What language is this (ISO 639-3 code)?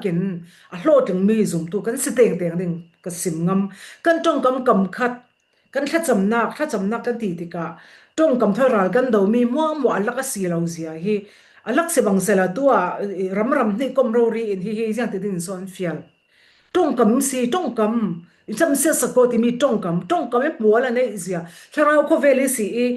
cfm